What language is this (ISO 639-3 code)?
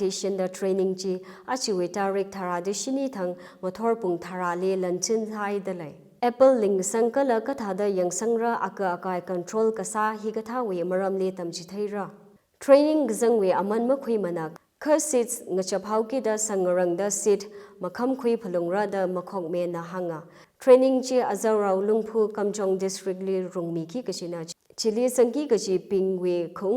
nmf